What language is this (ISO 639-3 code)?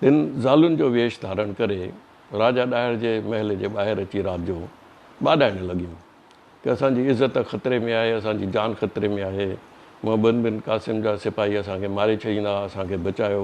snd